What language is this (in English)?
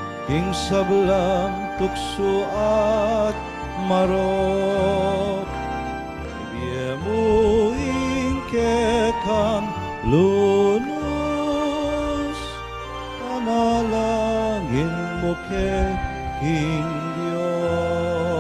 Pampanga